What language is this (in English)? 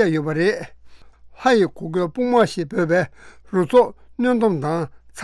Tibetan